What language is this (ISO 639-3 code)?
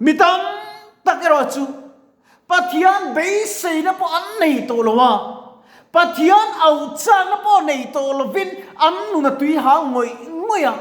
lus